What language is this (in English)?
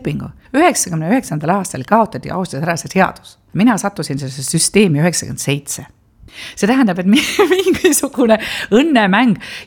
Estonian